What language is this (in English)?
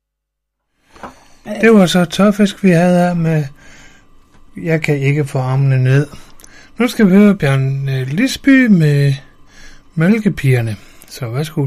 Danish